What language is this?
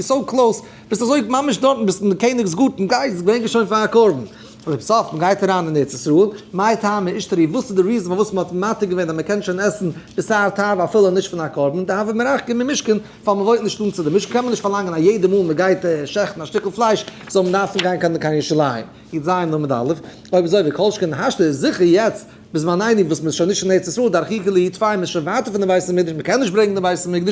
Yiddish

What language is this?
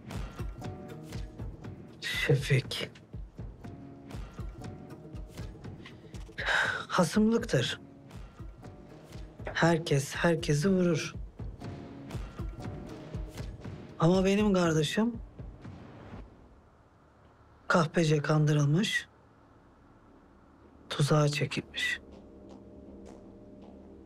Turkish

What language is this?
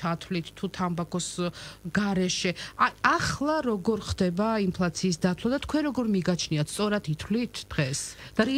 Georgian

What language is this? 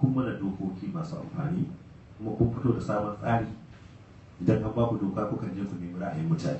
Hausa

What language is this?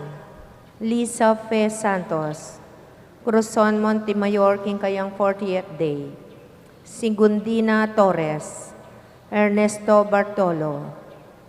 Pampanga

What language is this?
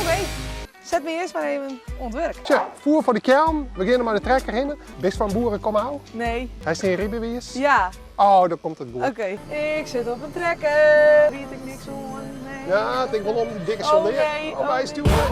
Western Frisian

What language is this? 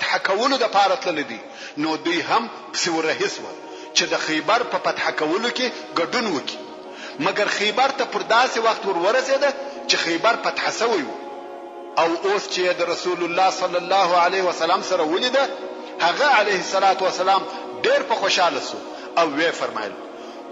Pashto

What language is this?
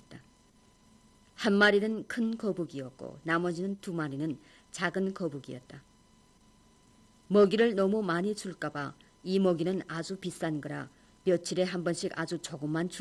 Korean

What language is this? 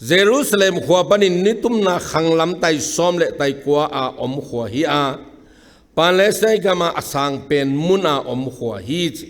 Tedim Chin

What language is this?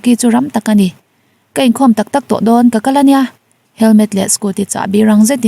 Mizo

